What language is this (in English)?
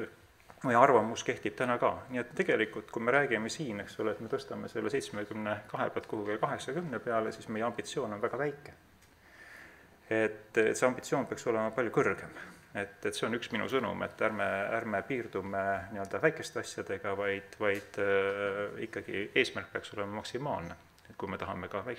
Estonian